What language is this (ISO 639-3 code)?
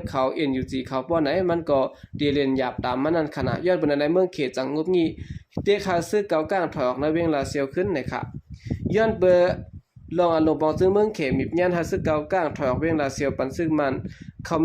shn